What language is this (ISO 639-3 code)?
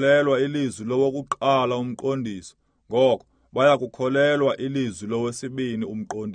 xho